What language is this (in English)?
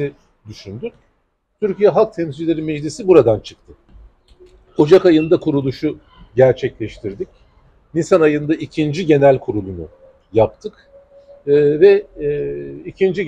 Turkish